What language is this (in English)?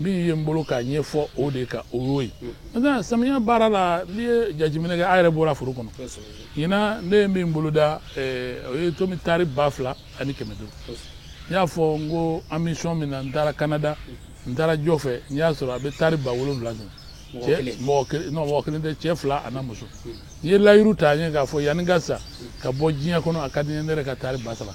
Bambara